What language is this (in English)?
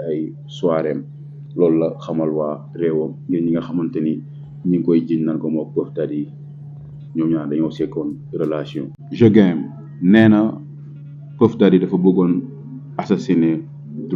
Wolof